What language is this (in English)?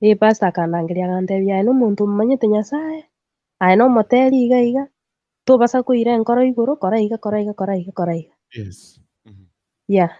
Gusii